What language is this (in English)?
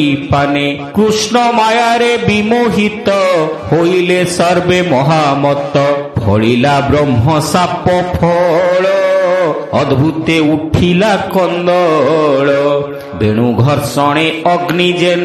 Odia